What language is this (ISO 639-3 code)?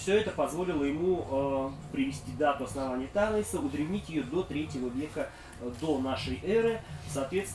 rus